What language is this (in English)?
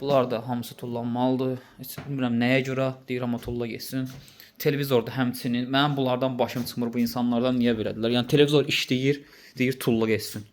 Azerbaijani